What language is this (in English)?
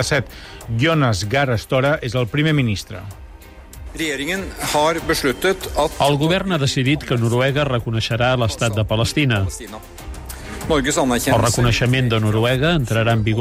Catalan